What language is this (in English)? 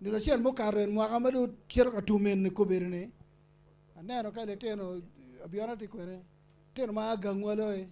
Acoli